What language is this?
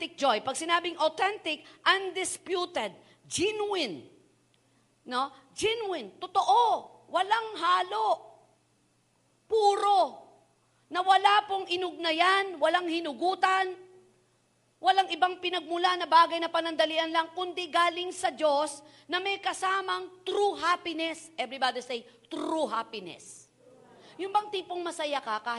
Filipino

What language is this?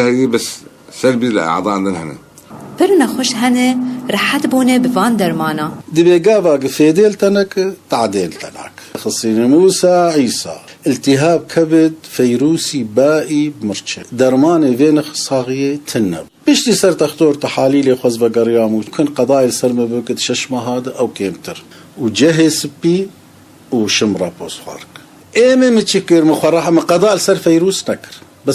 Kurdish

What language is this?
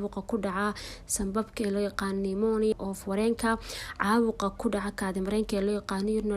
Somali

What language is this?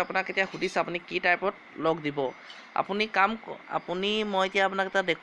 Assamese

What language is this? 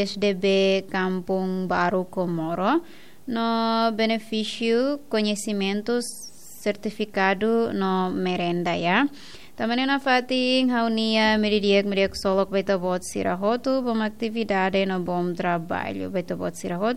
Tetum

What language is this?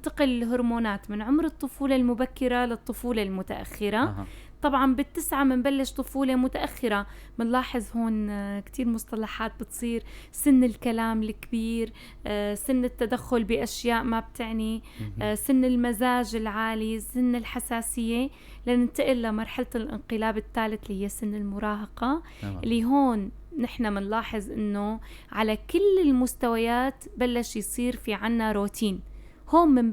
North Levantine Arabic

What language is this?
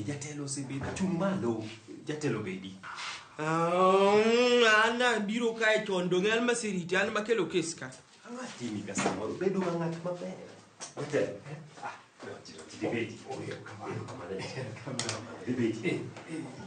Luo (Kenya and Tanzania)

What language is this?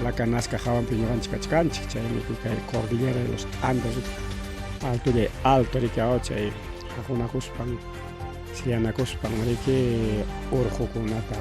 Ayacucho Quechua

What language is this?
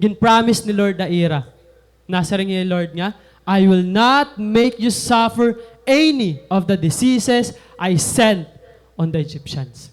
Waray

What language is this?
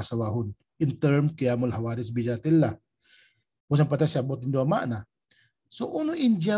Tausug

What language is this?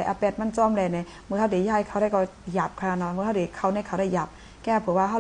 Shan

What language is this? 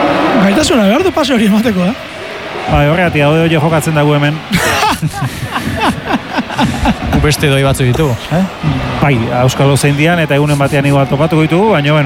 Basque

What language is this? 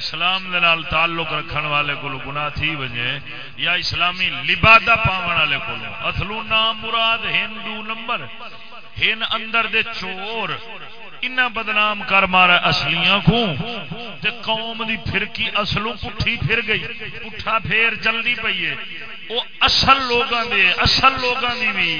Saraiki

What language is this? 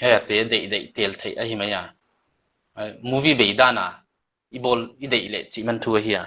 Paite Chin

